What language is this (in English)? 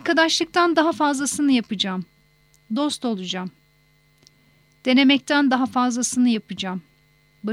Turkish